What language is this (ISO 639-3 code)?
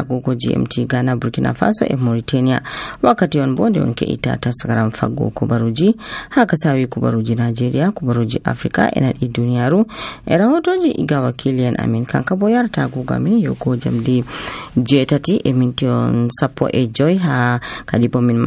fuv